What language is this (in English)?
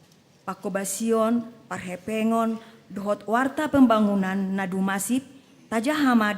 Batak Toba